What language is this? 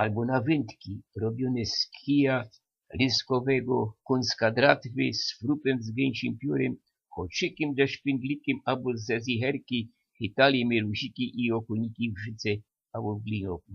Silesian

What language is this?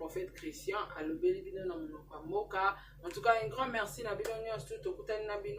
Lingala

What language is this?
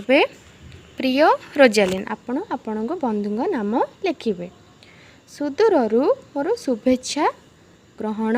Odia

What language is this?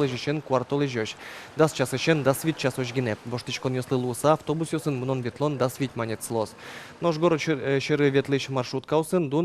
Udmurt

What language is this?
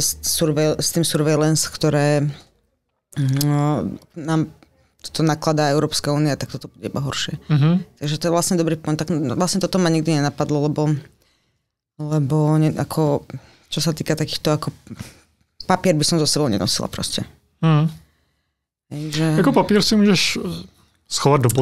Slovak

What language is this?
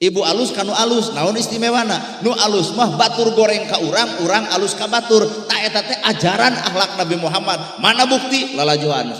Sundanese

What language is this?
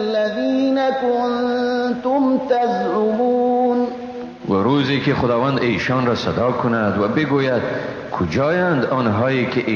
Persian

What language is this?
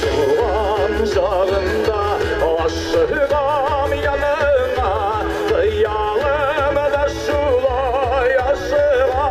Tatar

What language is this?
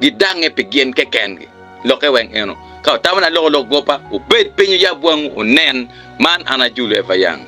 Acoli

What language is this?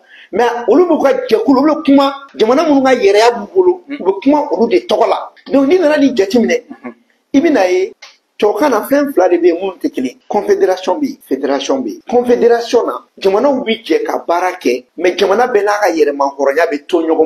Bambara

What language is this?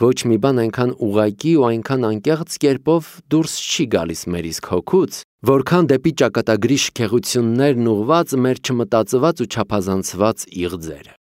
Armenian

